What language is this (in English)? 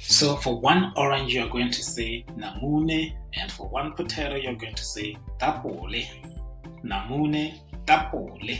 Tswana